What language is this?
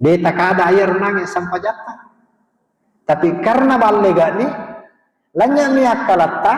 Buginese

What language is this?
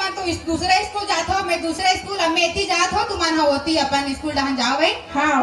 Chhattisgarhi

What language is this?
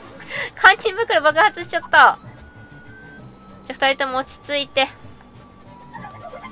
Japanese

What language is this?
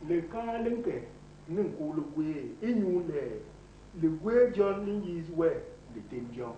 Basaa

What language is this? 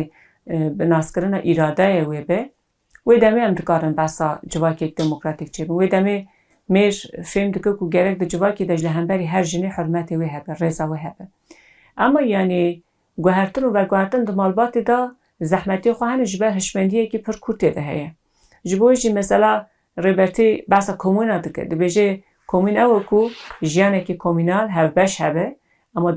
Kurdish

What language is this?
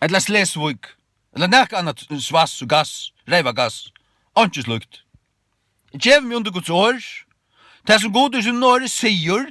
Faroese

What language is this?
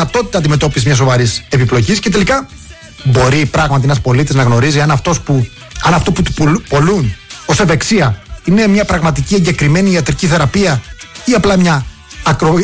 Greek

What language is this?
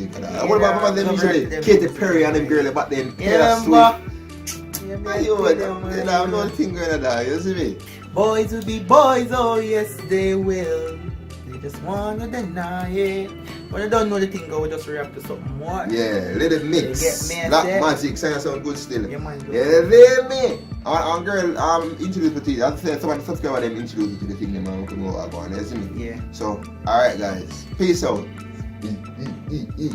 Jamaican Creole English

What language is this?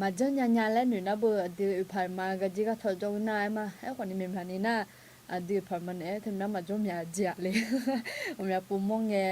Akha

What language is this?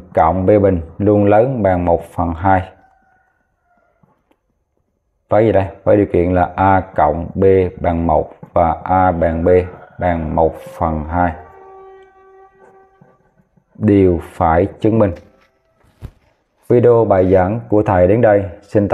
Vietnamese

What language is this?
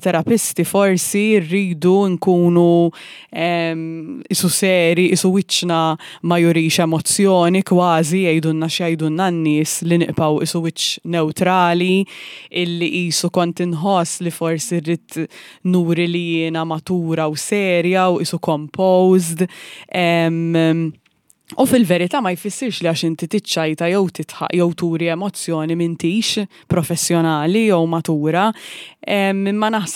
Maltese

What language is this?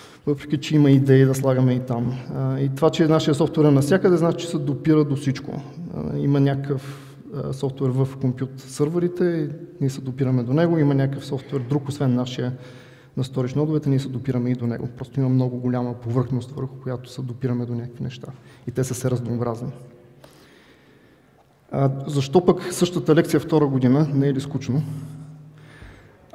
Bulgarian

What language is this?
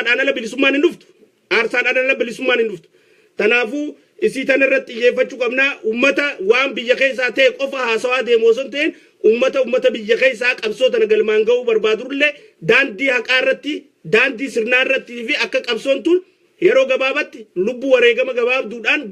Oromo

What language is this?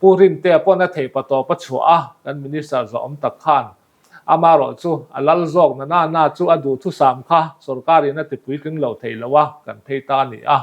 Mizo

